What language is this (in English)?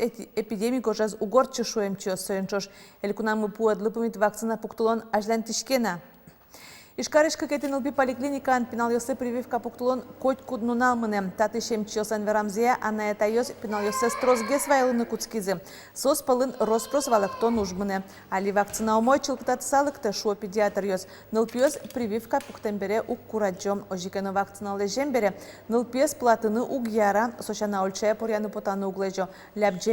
Udmurt